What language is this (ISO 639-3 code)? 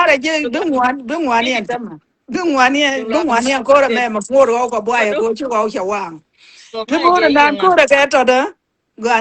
nus